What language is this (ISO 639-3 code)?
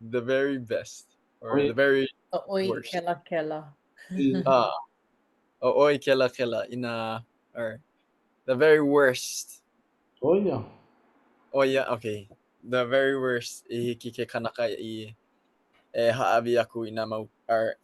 haw